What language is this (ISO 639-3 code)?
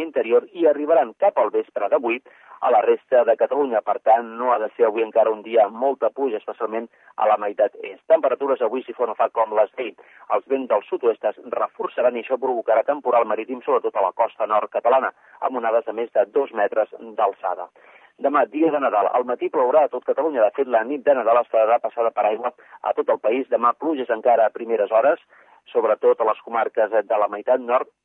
cat